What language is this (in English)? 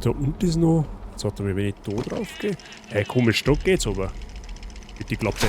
Bavarian